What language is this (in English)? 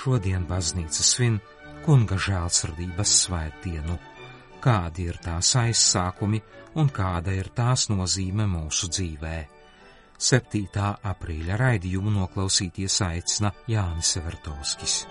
Latvian